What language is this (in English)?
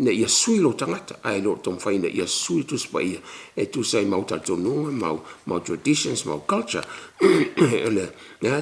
Samoan